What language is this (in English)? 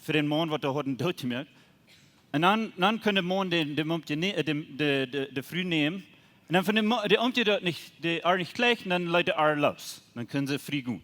Plautdietsch